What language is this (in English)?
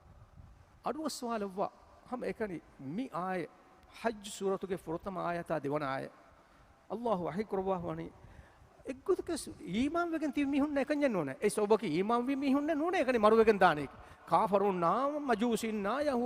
Divehi